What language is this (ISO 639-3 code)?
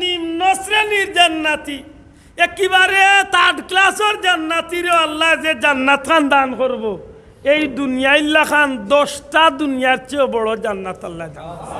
syl